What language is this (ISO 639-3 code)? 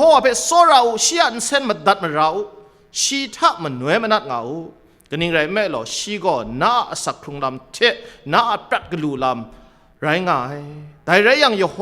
kac